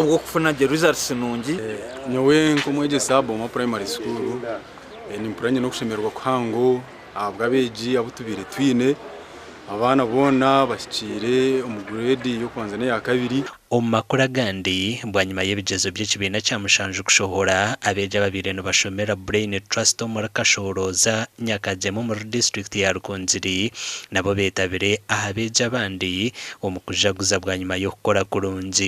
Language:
Nyankole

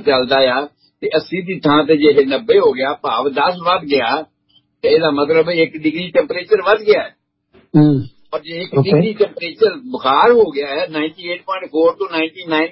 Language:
Punjabi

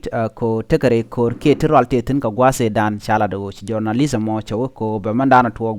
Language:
Nuer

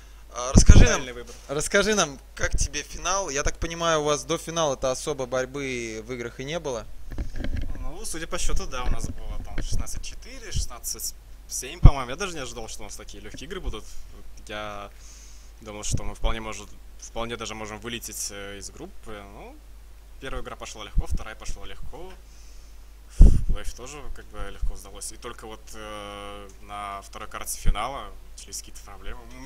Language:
Russian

